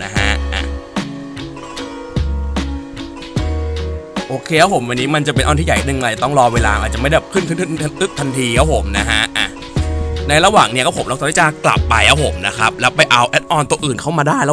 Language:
Thai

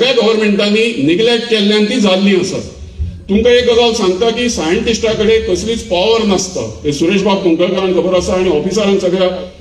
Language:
Konkani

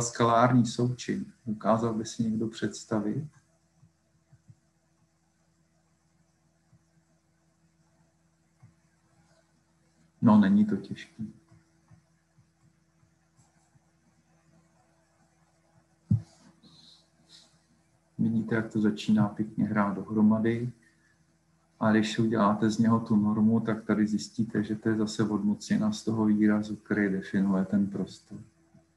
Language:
Czech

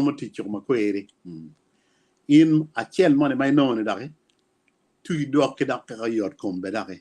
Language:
Acoli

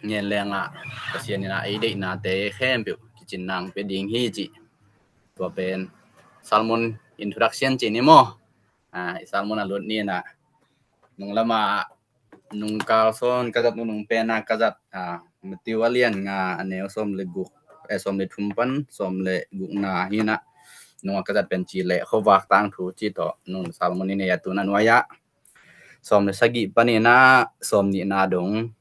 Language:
Tedim Chin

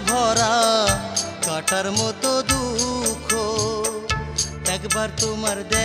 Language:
Bangla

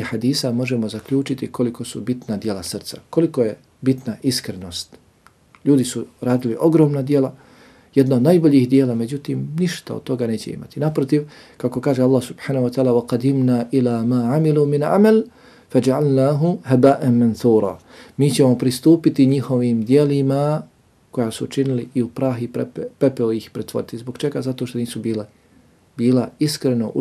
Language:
Bosnian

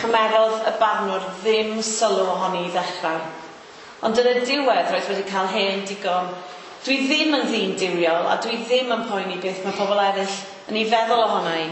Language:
Welsh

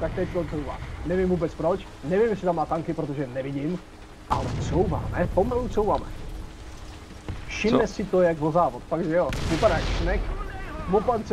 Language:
Czech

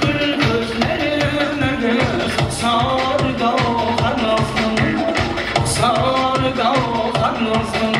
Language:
Kara-Kalpak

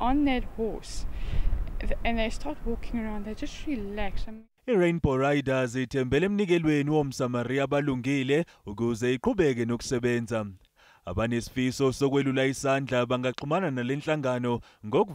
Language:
Zulu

